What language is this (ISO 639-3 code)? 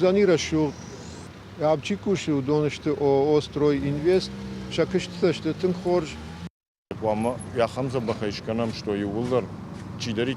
oss